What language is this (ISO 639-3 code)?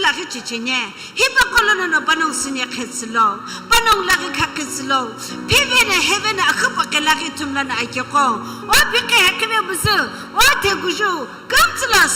nsm